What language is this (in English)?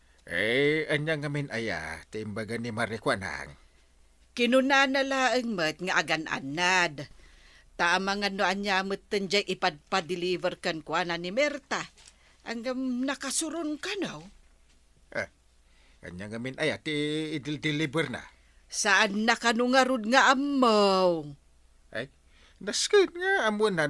Iloko